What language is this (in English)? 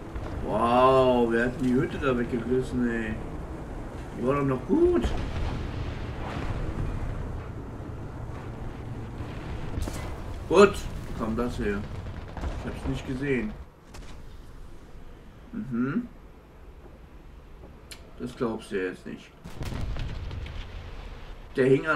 German